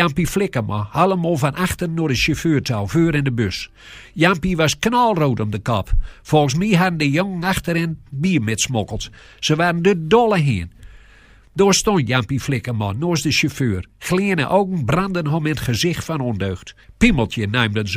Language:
Gronings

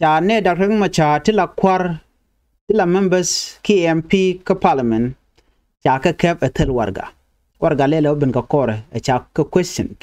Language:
Nuer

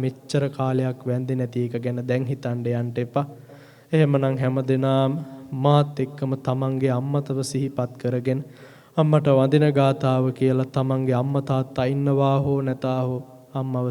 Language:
Sinhala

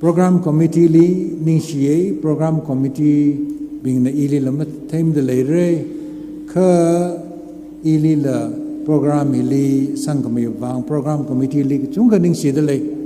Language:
Tangkhul Naga (India)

